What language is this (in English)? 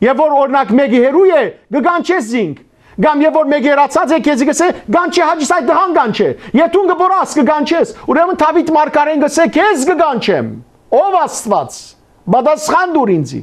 Western Armenian